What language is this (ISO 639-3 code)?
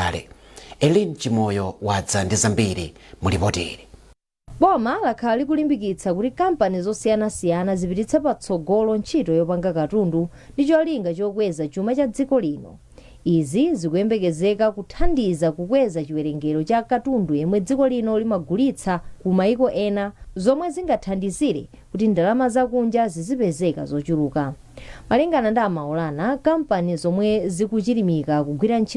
nya